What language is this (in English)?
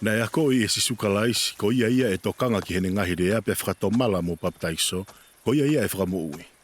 Tongan